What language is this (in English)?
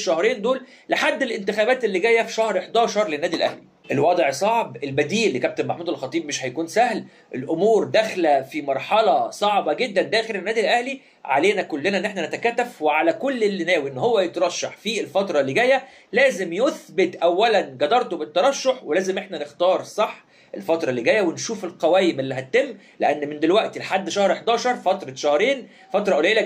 Egyptian Arabic